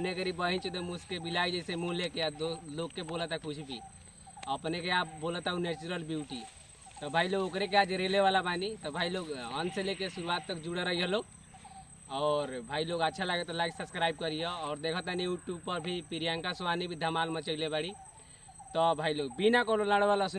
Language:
Bhojpuri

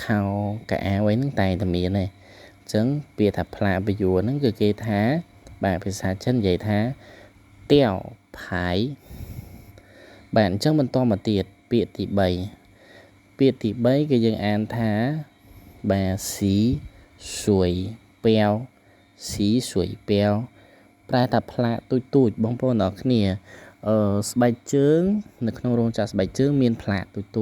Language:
Khmer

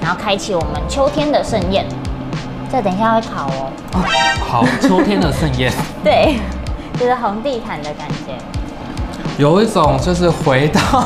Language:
Chinese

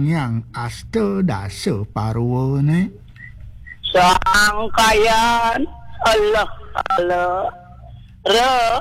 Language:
Balinese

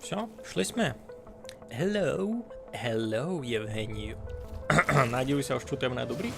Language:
Rusyn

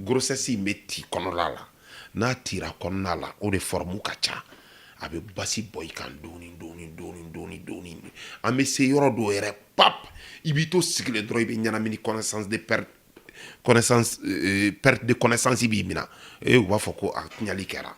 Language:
Bambara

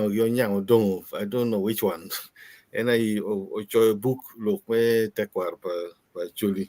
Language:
Acoli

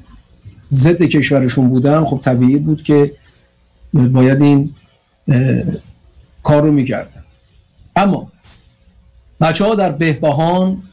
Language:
Persian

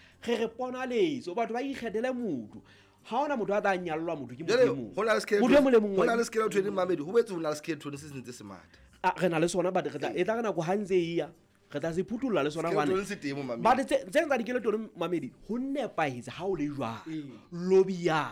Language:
Southern Sotho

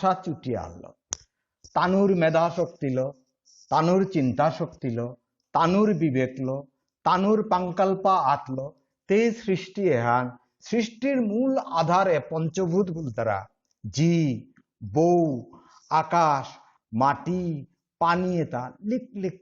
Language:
Bishnupriya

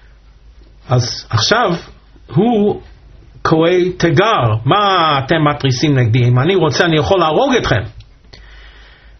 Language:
Hebrew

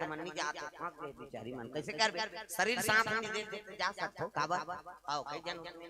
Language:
Chhattisgarhi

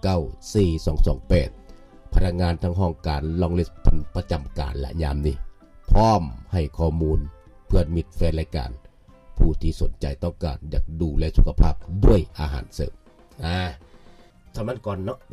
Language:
Lao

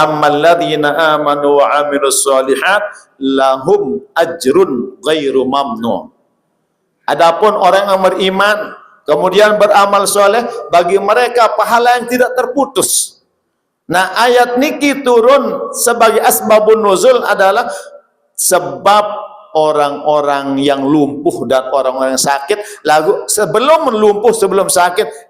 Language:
Sasak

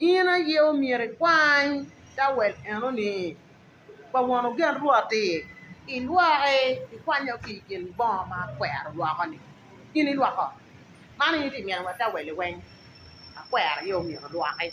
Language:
Acoli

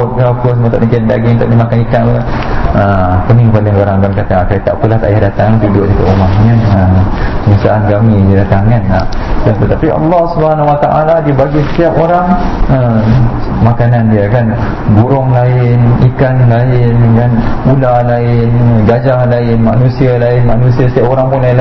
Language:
Malay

